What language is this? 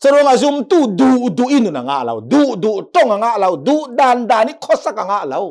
Hakha Chin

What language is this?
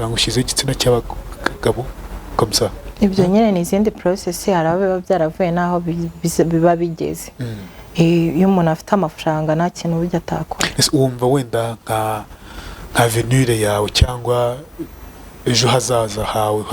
Kinyarwanda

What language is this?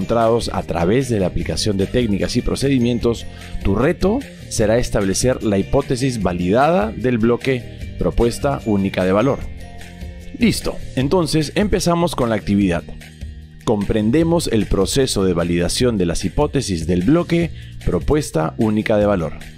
Spanish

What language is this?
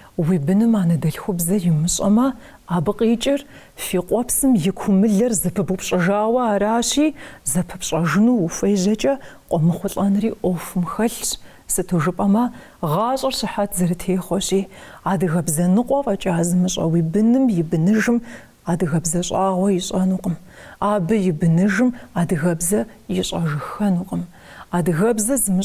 Kabardian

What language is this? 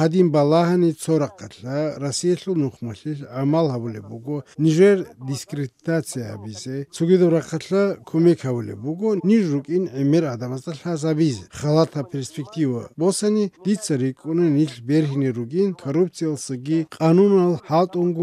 Avaric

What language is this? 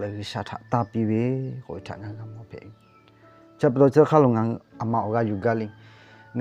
Lahu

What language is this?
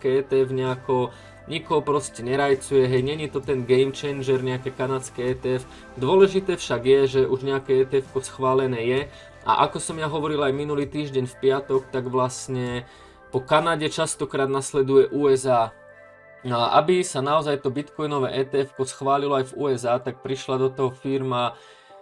Slovak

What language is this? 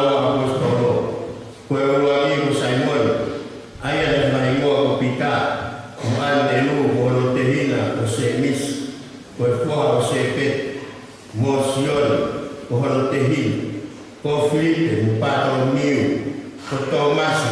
Tongan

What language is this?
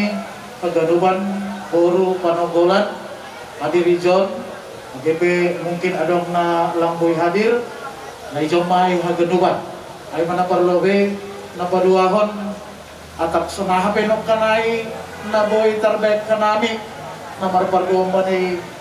Batak Simalungun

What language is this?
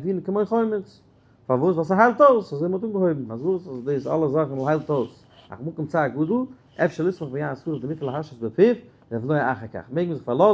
Yiddish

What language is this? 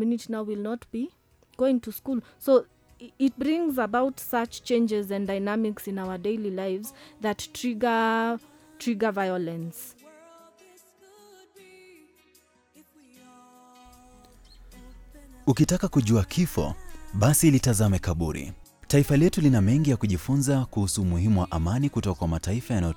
Swahili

